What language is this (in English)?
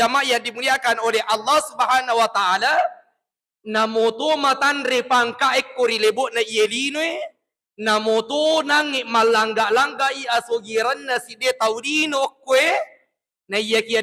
Buginese